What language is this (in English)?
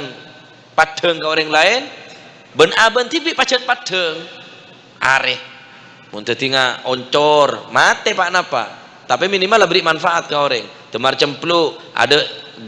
Madurese